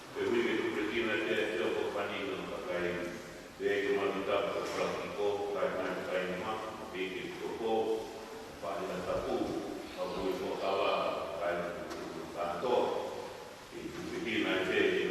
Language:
Tongan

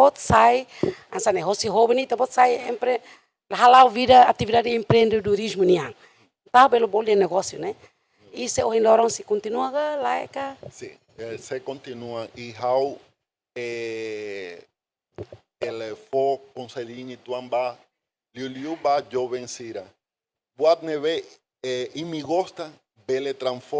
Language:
Tetum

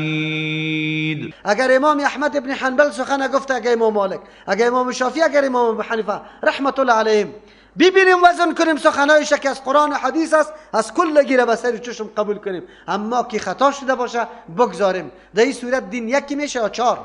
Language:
Persian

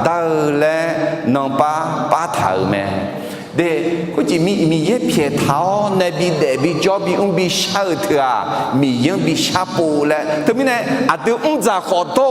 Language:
Akha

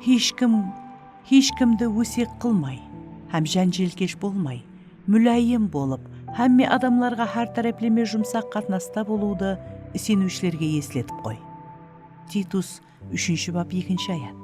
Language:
Kara-Kalpak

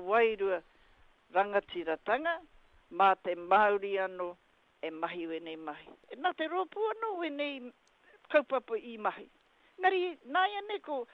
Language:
Māori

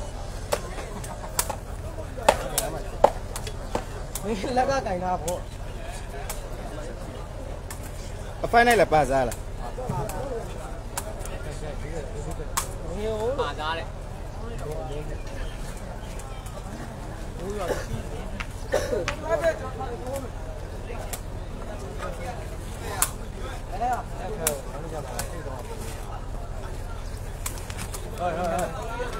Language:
Burmese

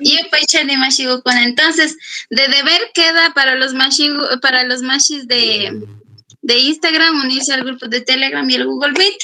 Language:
Chimborazo Highland Quichua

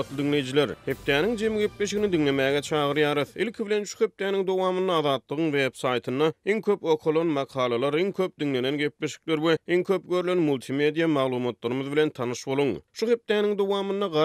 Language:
Turkmen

